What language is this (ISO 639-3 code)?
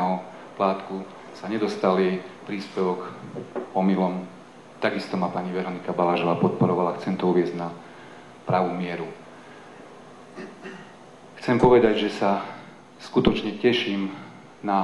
slk